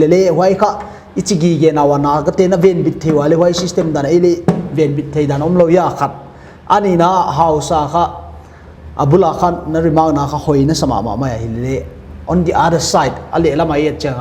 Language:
Paite Chin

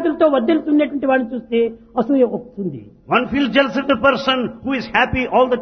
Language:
Telugu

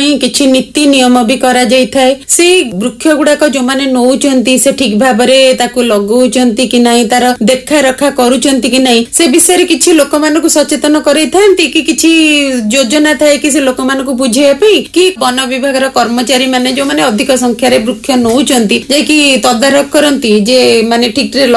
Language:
Odia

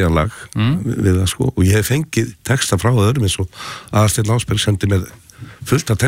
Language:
Icelandic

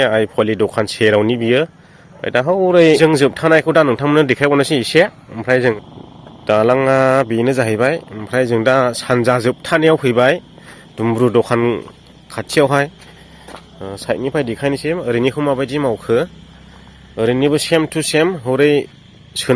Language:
Bodo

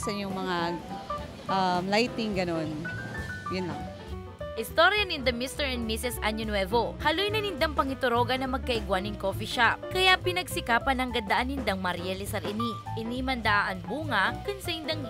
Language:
Bikol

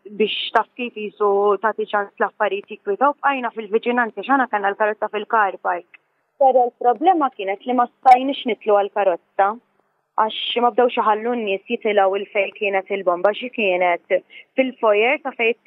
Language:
Maltese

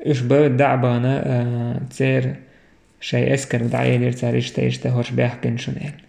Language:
Chechen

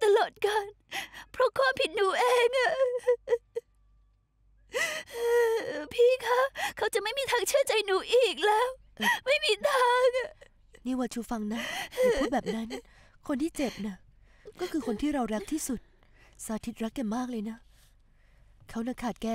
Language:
Thai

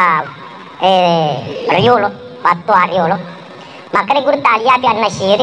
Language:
Buginese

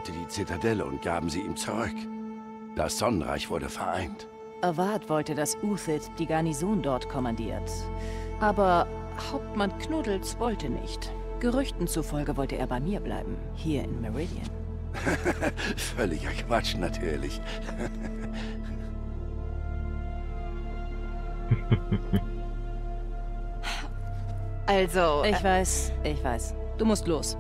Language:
German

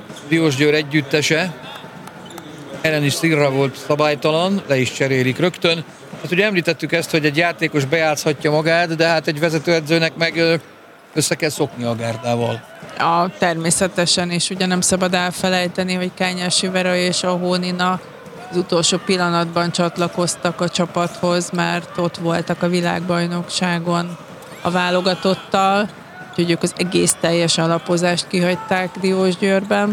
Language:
Hungarian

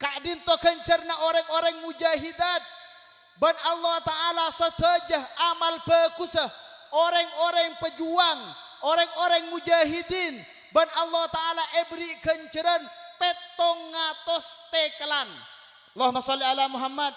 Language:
Madurese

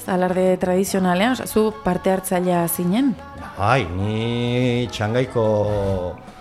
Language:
Basque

